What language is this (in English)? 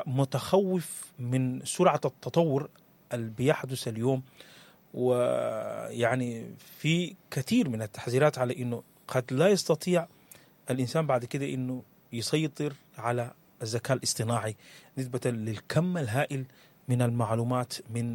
Sudanese Arabic